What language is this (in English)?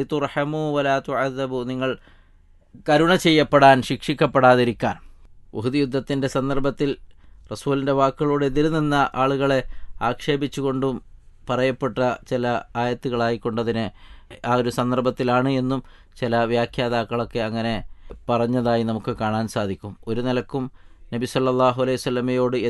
Malayalam